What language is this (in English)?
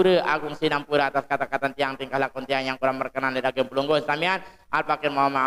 Sasak